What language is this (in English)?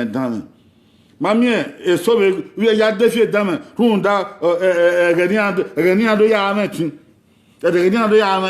Bini